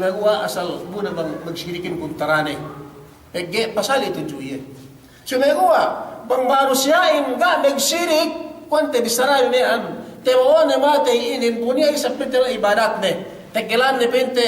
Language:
Yakan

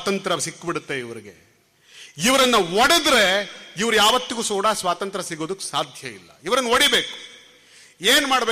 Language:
Kannada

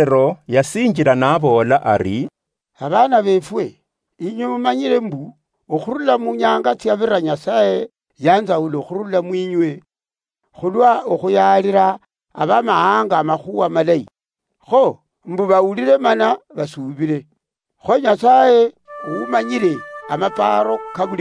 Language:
Luyia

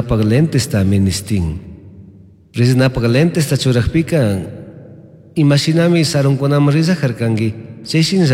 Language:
Chimborazo Highland Quichua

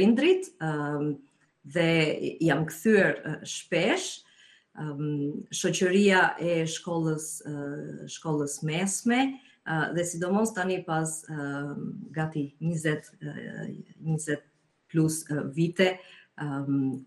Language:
Albanian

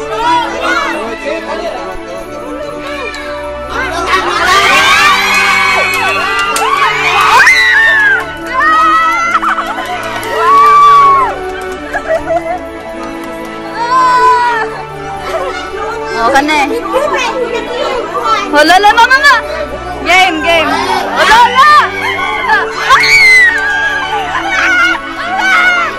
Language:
Filipino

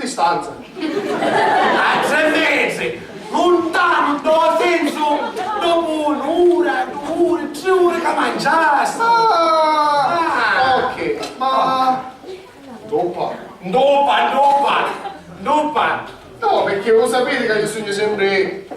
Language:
Sicilian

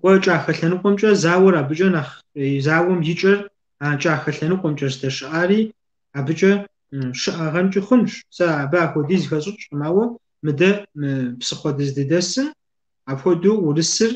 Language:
Kabardian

